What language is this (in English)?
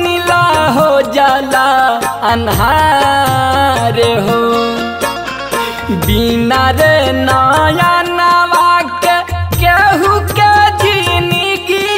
Bhojpuri